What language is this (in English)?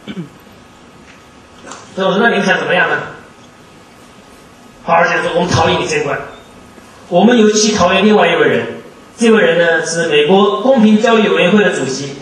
Chinese